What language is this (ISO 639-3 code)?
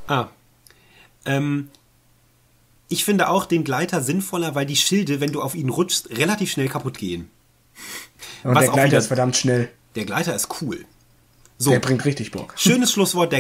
deu